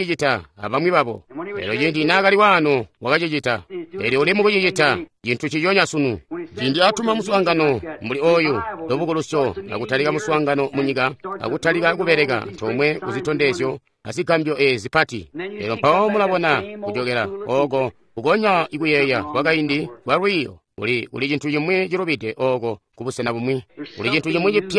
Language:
Tonga (Zambia)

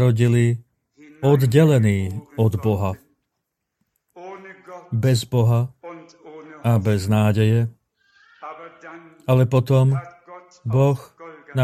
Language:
Slovak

